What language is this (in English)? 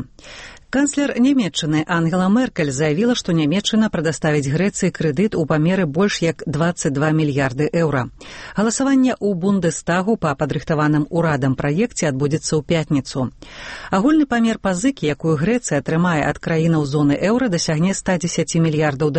Belarusian